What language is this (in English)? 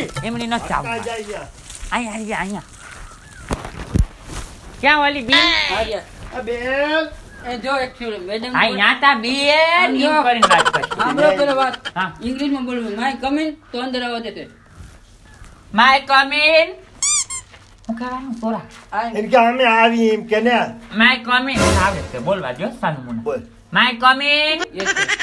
Gujarati